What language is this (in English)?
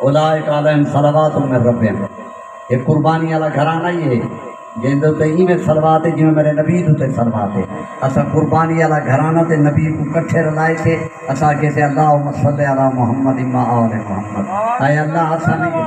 Saraiki